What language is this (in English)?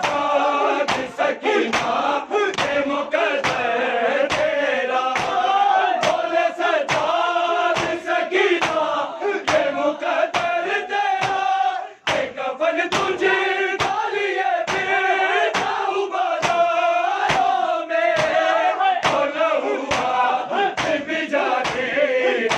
Urdu